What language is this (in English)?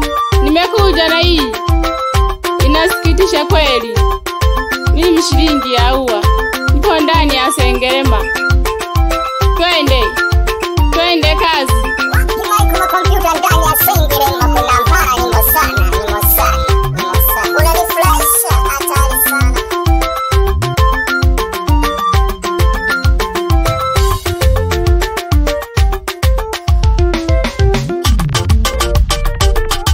Swahili